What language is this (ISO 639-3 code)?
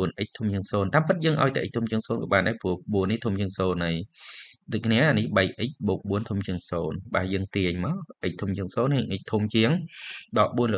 khm